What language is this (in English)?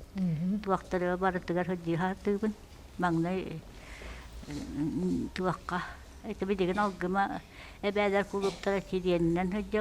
Yakut